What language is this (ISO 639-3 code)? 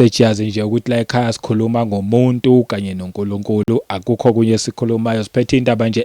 zul